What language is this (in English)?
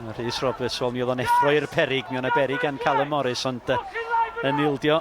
Welsh